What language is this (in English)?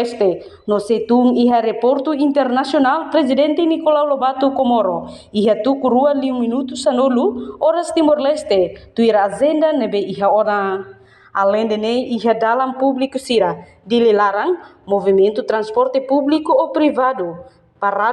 Tetum